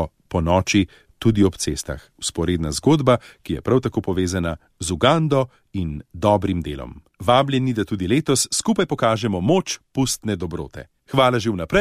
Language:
Slovenian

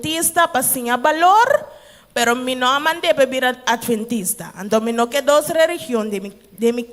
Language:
Papiamento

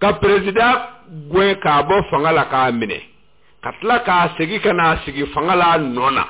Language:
Bambara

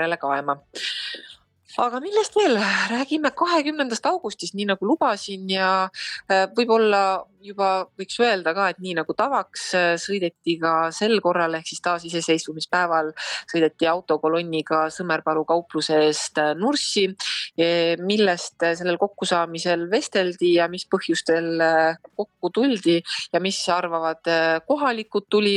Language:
Estonian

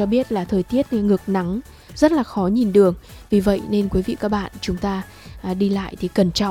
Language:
Vietnamese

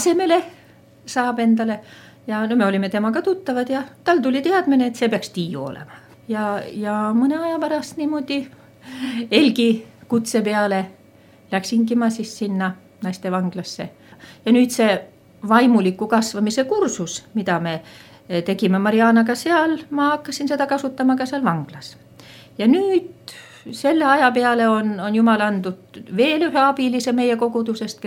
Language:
Estonian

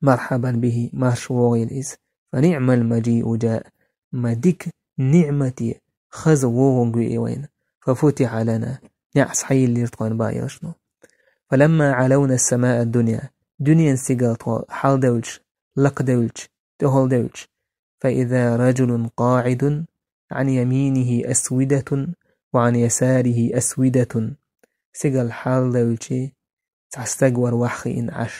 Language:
Chechen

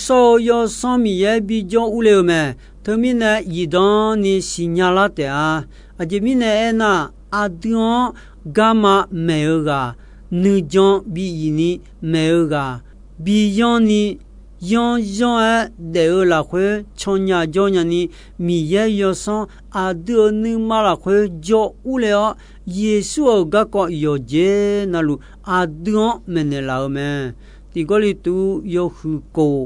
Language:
Akha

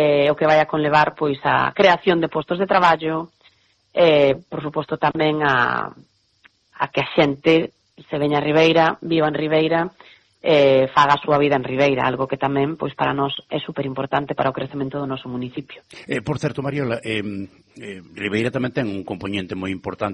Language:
Galician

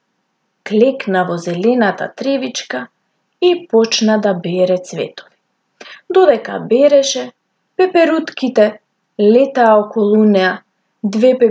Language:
Macedonian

